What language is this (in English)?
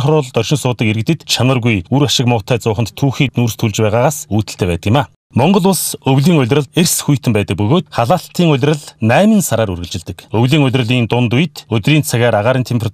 Mongolian